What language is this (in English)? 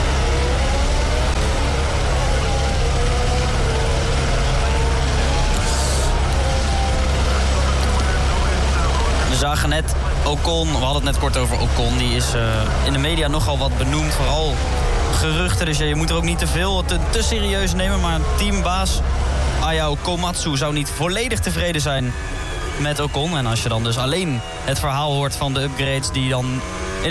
Dutch